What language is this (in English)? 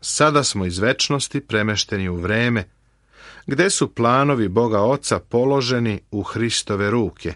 Serbian